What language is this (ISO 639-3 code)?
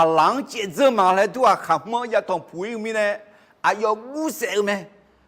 ahk